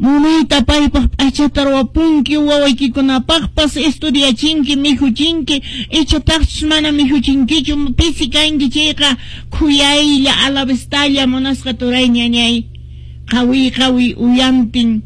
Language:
Quechua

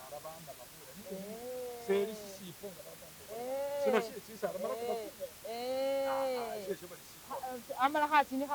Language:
Masaaba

